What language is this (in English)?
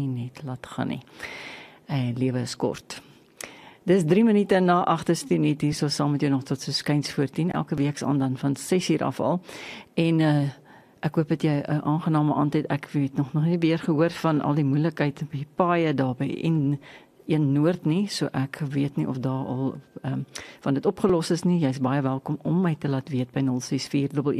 Afrikaans